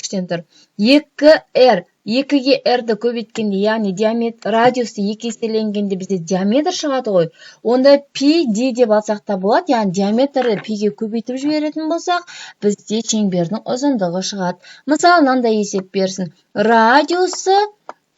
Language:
Kazakh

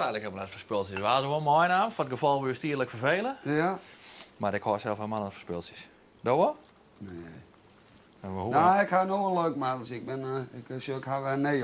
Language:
Western Frisian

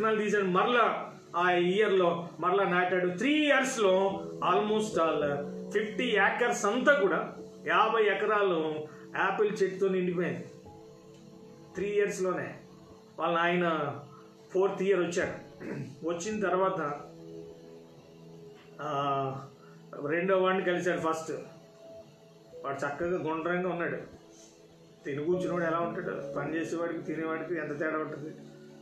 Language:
Telugu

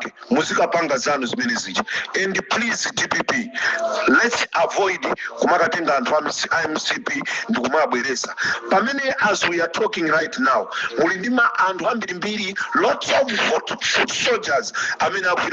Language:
Nyanja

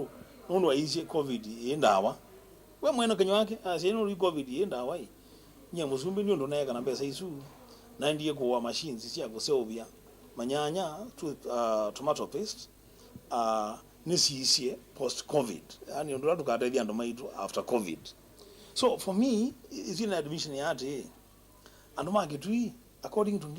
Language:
Kamba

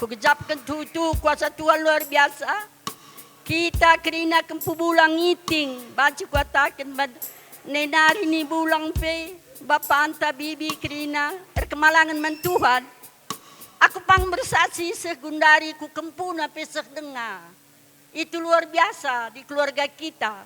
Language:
Batak Karo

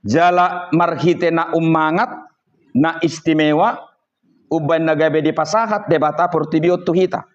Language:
Batak Toba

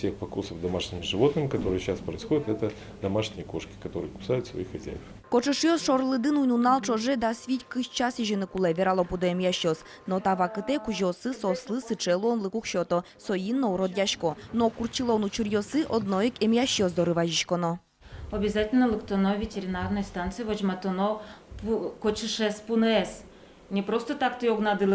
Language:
Udmurt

